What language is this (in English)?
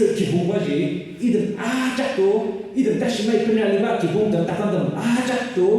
Ao Naga